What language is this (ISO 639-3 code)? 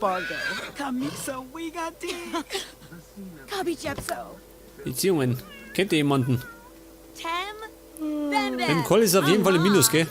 bar